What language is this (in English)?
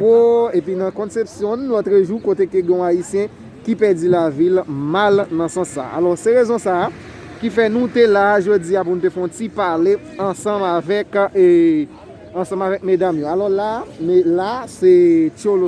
Haitian Creole